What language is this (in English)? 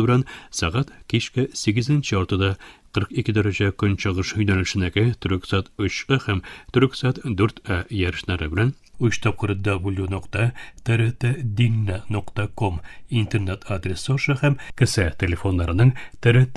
Tatar